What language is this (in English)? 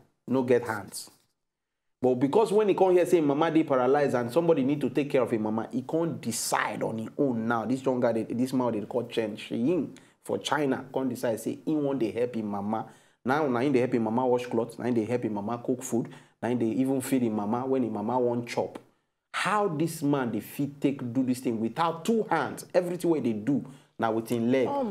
Nigerian Pidgin